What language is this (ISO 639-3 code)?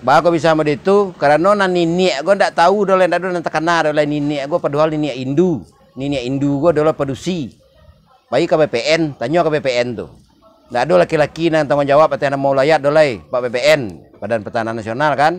min